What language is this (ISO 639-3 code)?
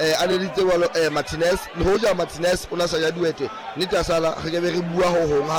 sot